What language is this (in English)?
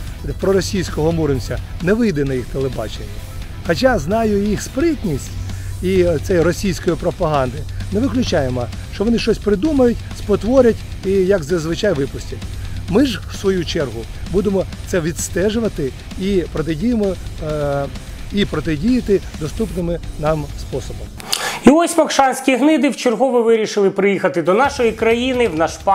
Ukrainian